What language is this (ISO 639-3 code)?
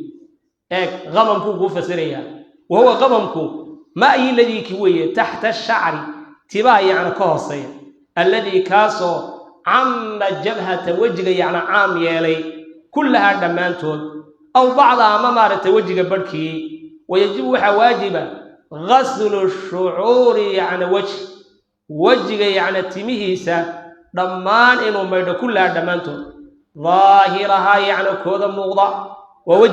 som